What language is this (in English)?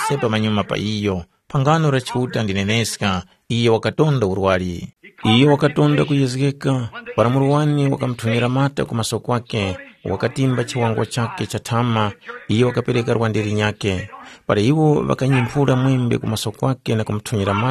Tumbuka